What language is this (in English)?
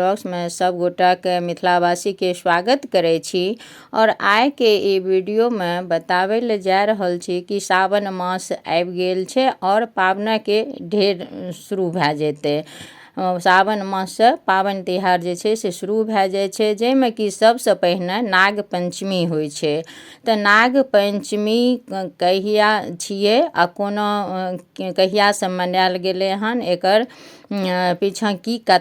Maithili